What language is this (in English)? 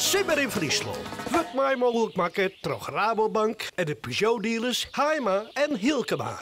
Western Frisian